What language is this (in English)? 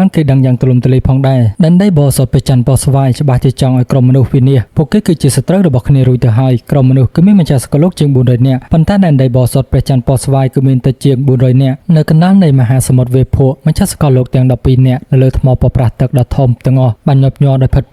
Khmer